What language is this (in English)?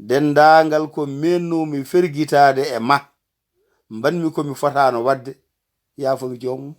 Fula